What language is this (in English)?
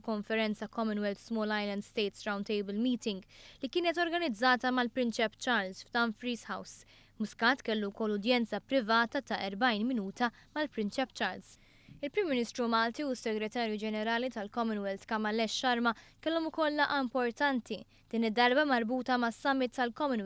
Maltese